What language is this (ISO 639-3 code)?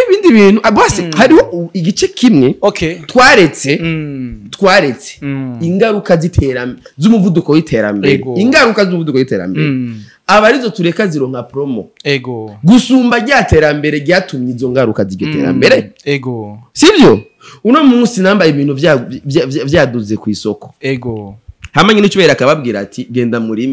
run